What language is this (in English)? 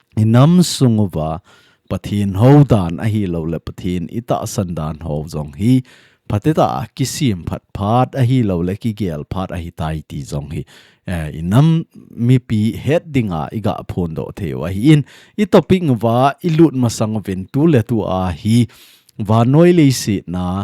Thado Chin